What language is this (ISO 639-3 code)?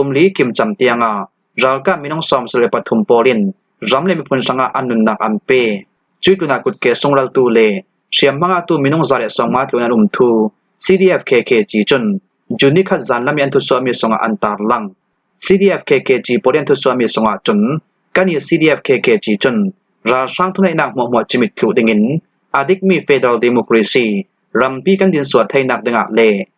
cfm